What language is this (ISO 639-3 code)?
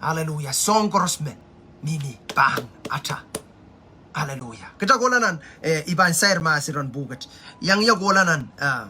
pon